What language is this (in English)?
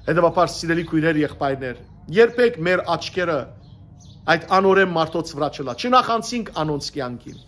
Western Armenian